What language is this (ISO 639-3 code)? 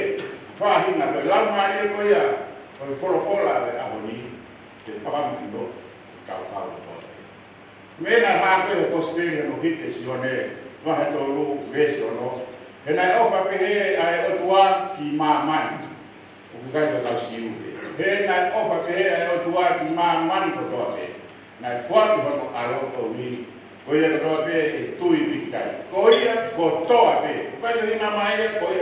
ton